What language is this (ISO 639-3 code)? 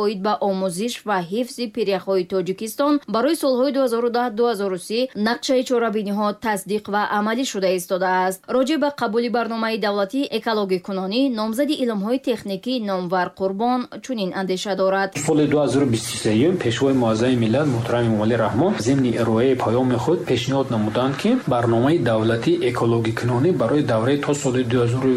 tgk